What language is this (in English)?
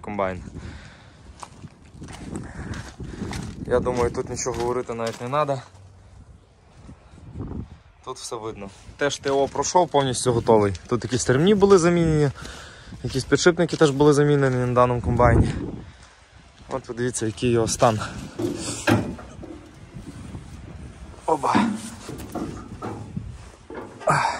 Ukrainian